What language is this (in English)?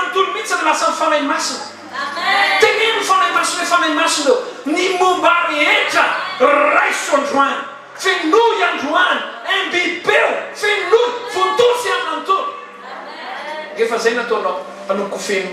Malagasy